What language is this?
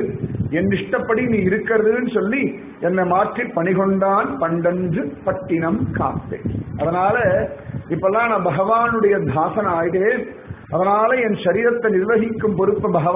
Tamil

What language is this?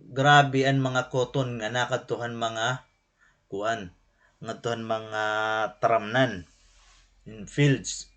Waray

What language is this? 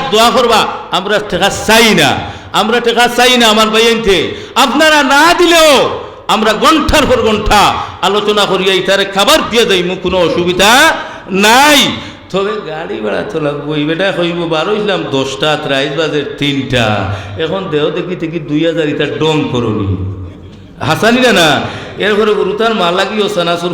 Sylheti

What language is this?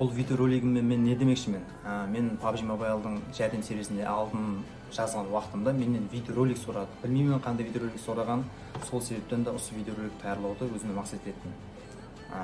Kara-Kalpak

